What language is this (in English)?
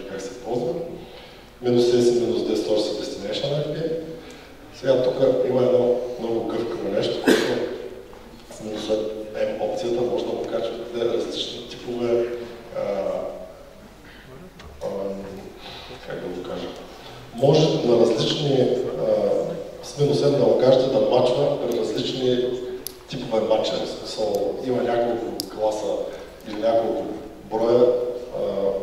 Bulgarian